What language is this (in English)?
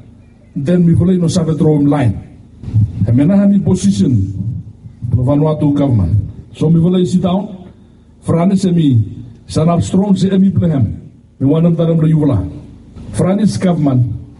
Bislama